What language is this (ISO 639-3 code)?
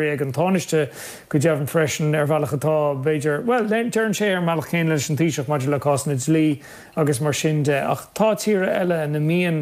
gle